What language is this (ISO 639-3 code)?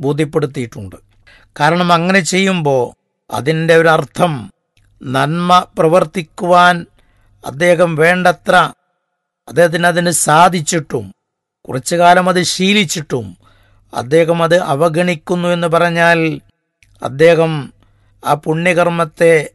mal